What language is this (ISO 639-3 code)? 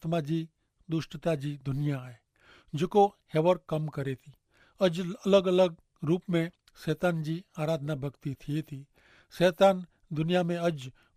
kfr